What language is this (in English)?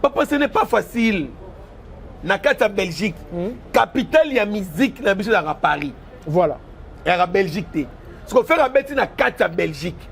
Lingala